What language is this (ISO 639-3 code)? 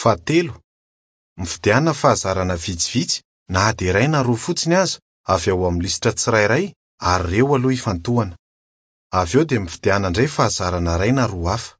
mlg